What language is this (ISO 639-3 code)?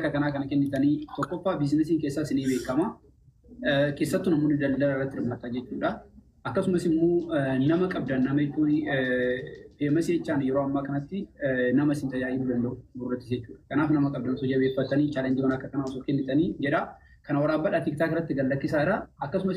orm